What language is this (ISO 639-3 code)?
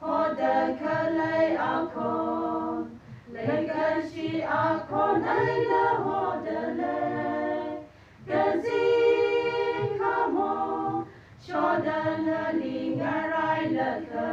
nmf